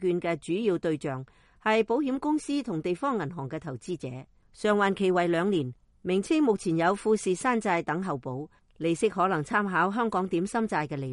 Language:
Cantonese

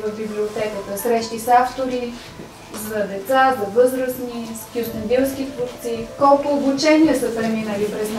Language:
Bulgarian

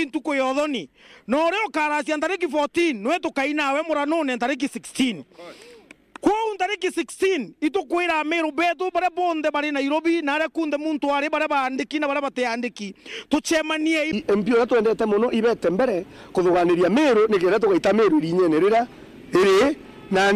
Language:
Meru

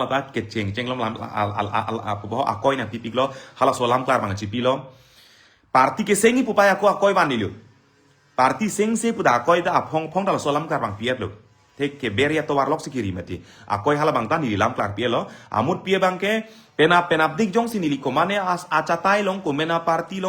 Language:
Karbi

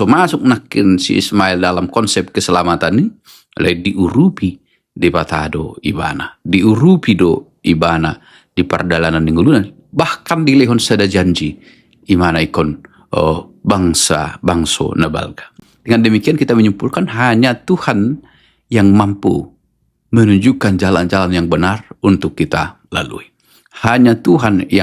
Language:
Batak Toba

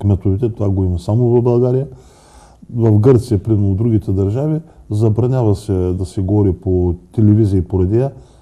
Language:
Bulgarian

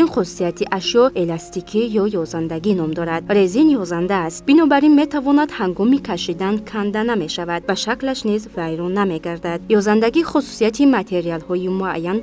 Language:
Tajik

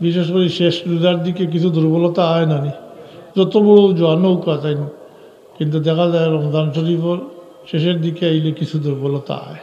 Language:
Sylheti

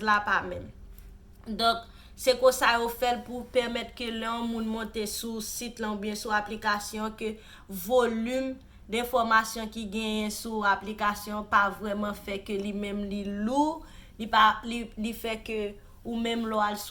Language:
Haitian Creole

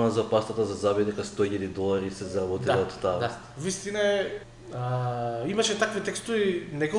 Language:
Macedonian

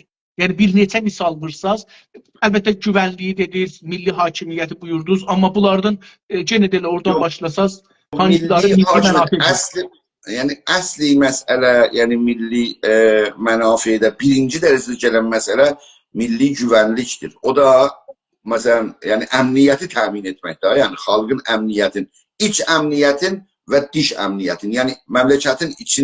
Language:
South Azerbaijani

